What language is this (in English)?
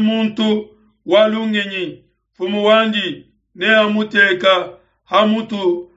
Luba-Lulua